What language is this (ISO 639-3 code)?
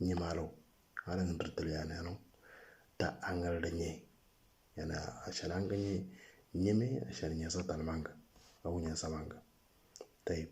mor